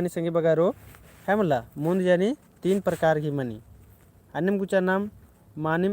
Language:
Kurukh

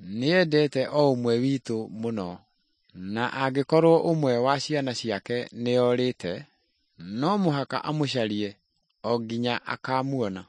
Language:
Kikuyu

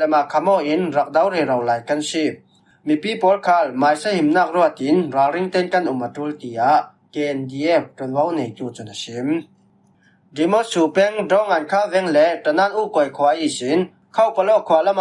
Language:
Falam Chin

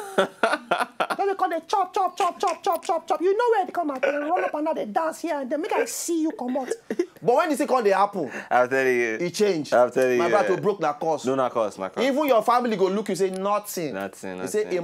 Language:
Nigerian Pidgin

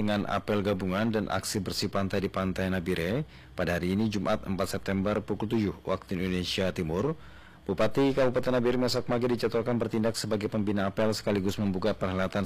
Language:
Indonesian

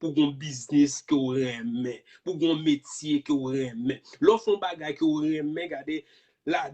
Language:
Haitian Creole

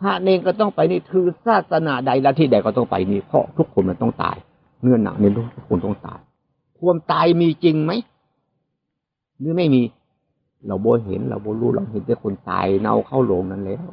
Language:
Northeastern Thai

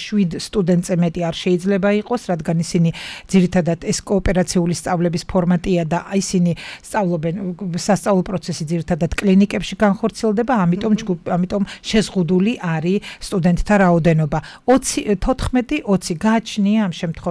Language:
Georgian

